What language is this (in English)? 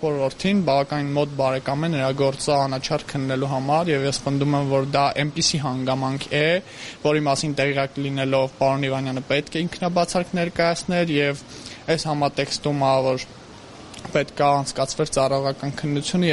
Armenian